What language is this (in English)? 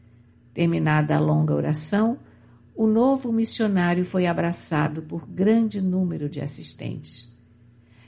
Portuguese